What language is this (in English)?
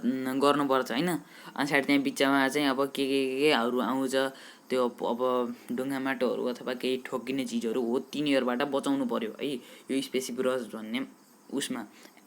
Nepali